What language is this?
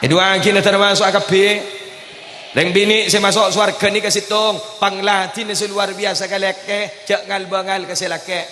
Madurese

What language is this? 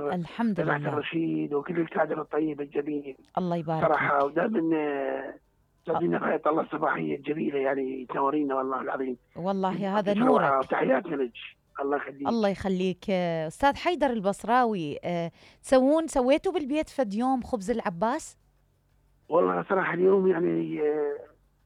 Mesopotamian Arabic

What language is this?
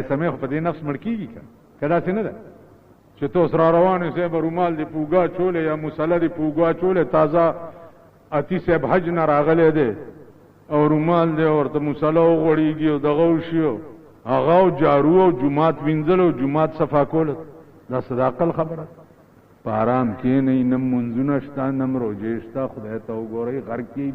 Pashto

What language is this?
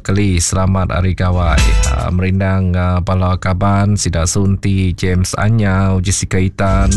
Iban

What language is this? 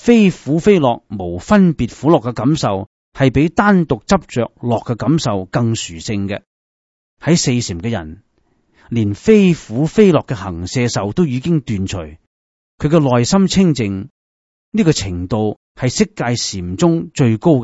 Cantonese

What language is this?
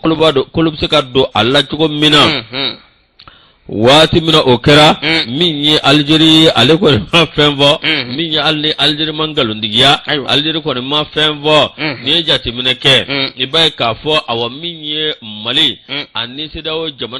Bambara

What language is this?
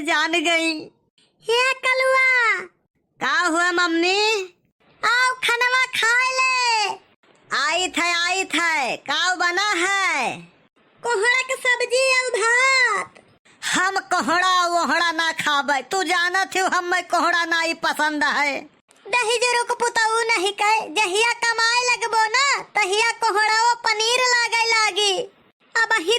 Awadhi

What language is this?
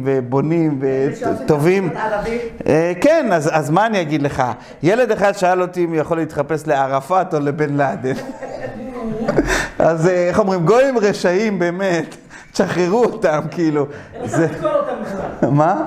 Hebrew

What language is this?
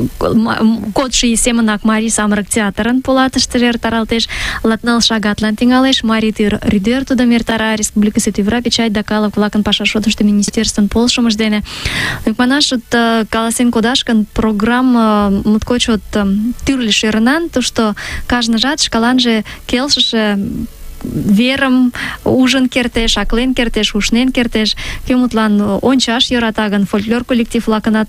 Mari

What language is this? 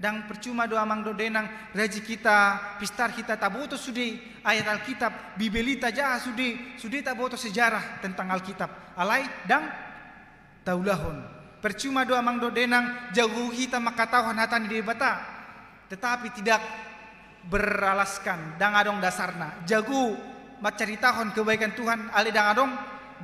Batak Toba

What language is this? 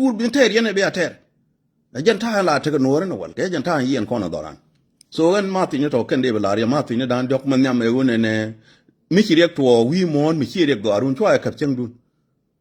Nuer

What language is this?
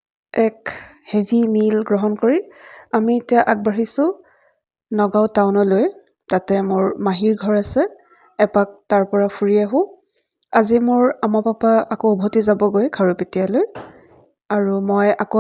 Assamese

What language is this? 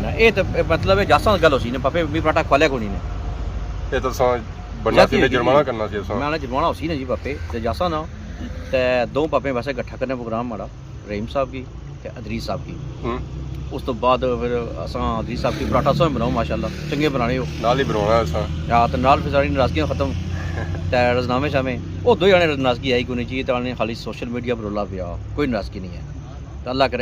Pahari-Potwari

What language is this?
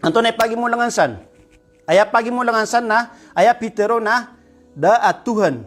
Maranao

